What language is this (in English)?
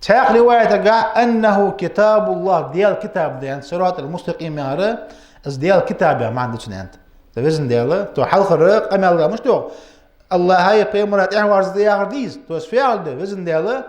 Ingush